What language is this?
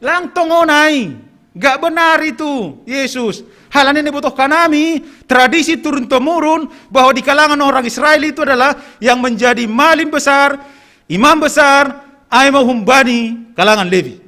Batak Simalungun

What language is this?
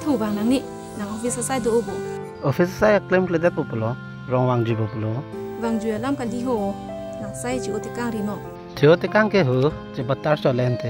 Karbi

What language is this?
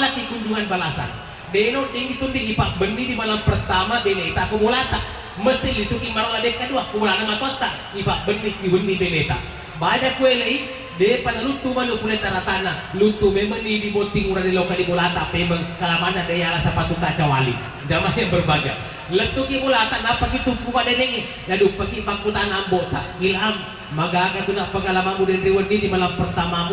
Buginese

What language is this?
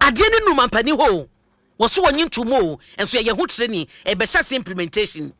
Akan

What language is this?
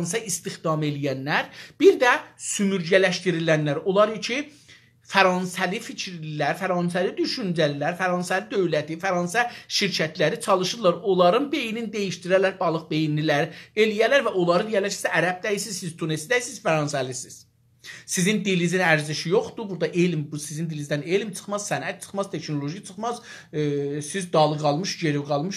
South Azerbaijani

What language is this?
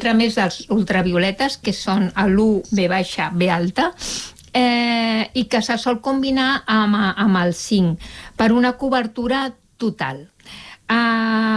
Catalan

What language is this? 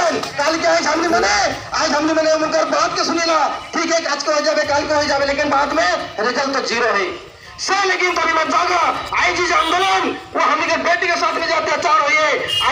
Sadri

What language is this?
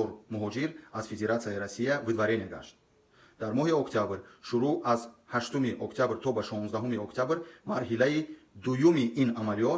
Tajik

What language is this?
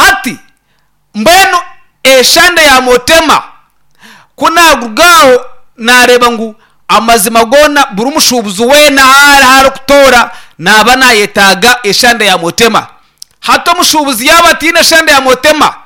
Nyankole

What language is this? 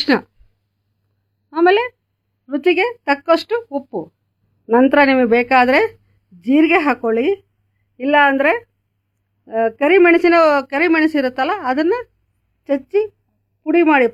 Kannada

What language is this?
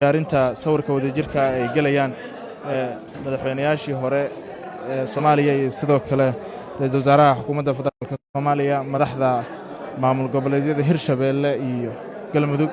Somali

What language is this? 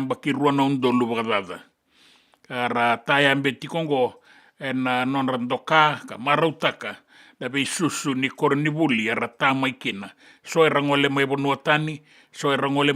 Fijian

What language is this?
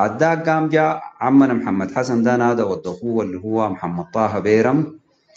Sudanese Arabic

